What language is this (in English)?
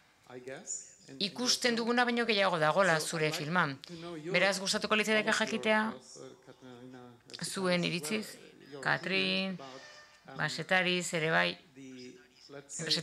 Basque